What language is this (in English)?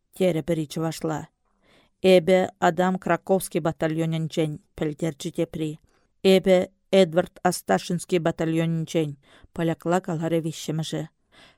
Chuvash